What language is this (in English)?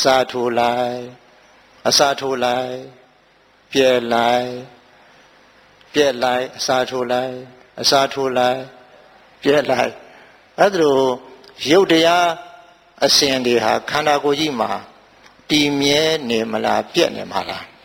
Burmese